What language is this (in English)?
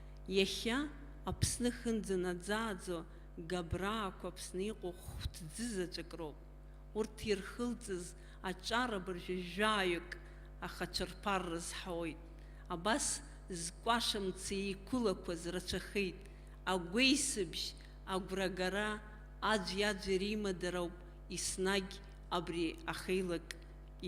Abkhazian